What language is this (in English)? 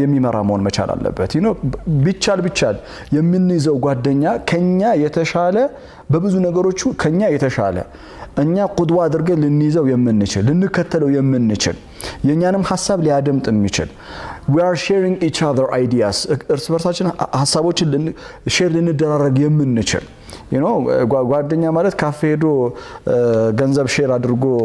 Amharic